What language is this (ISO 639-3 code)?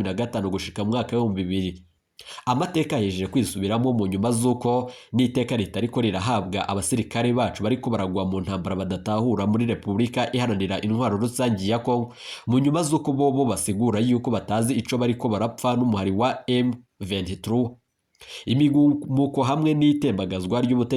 run